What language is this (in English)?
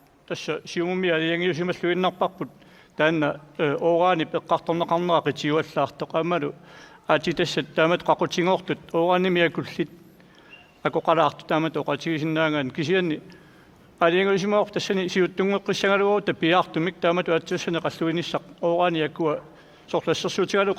Kalaallisut